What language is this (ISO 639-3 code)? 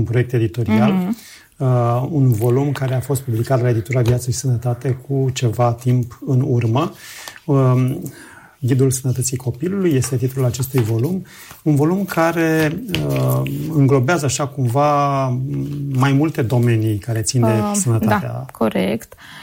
ron